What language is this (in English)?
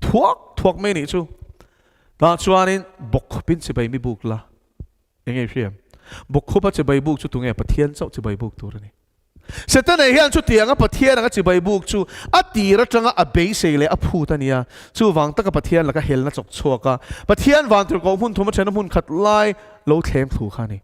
Mizo